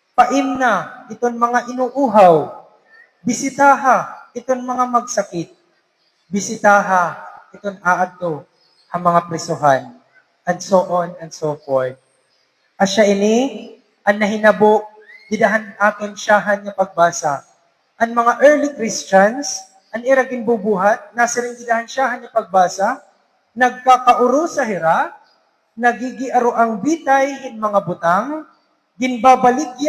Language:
Waray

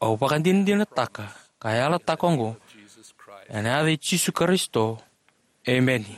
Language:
Fijian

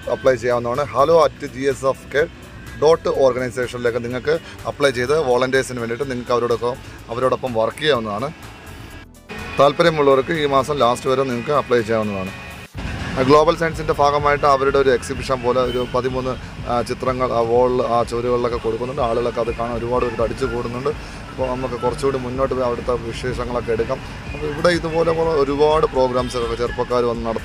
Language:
Malayalam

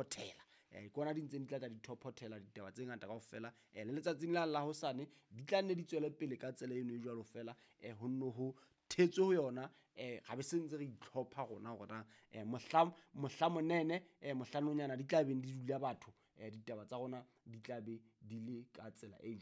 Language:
Southern Sotho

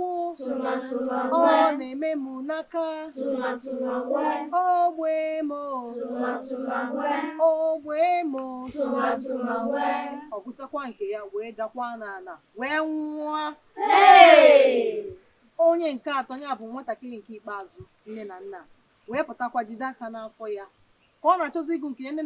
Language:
Igbo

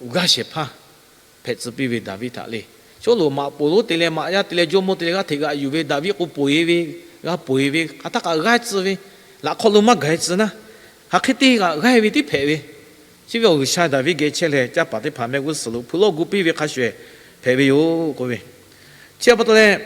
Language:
Lahu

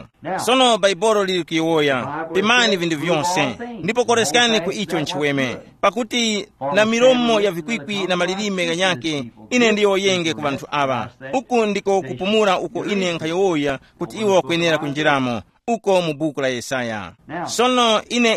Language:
Tumbuka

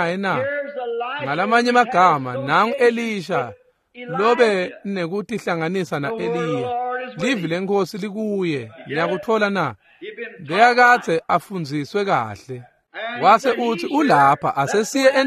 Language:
Swati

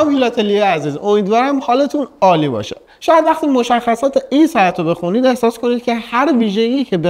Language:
Persian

